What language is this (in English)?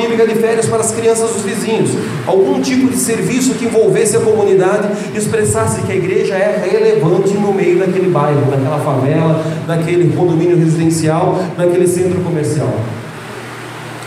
Portuguese